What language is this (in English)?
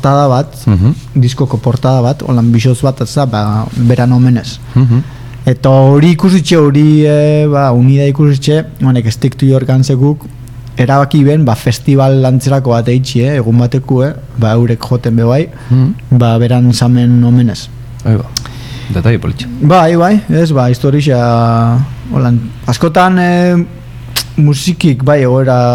Basque